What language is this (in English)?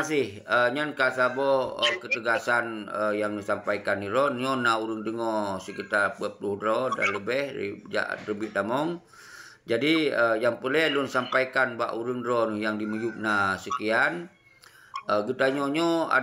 Achinese